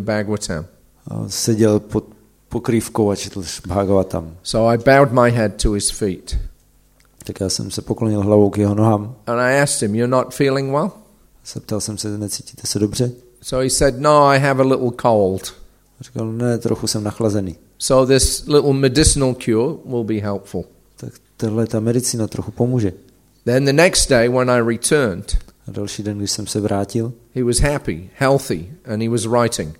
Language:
Czech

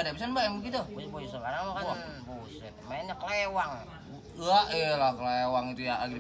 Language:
Betawi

